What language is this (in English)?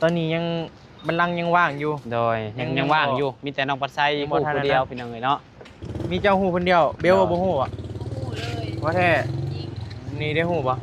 Northeastern Thai